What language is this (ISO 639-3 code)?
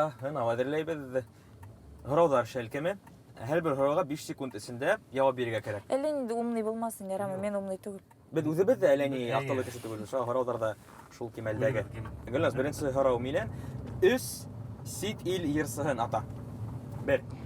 bak